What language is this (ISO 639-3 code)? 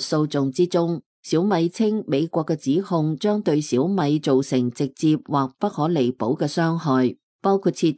yue